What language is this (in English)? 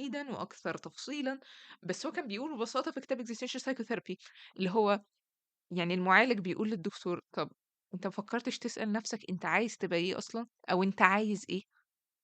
Egyptian Arabic